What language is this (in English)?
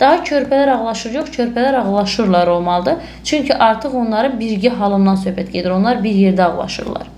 Azerbaijani